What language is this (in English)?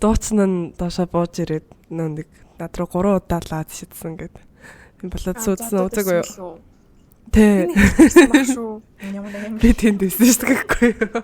Mongolian